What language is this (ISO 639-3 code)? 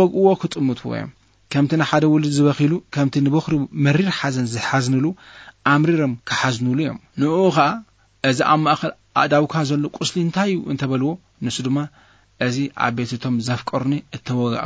tir